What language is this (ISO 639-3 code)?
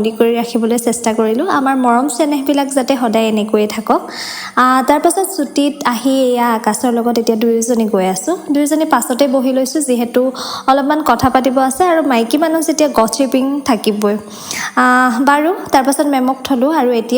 asm